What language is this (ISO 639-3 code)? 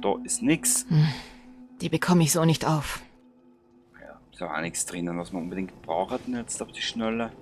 bar